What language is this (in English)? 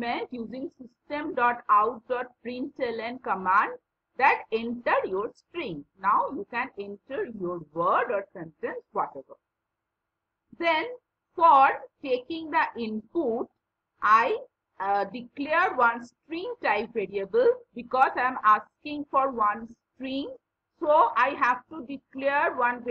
English